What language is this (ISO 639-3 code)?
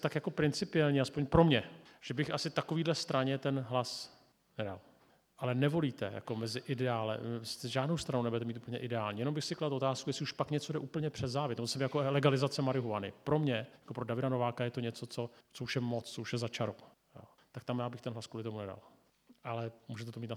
ces